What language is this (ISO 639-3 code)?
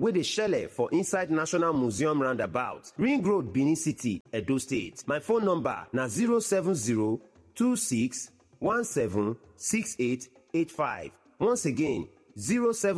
pcm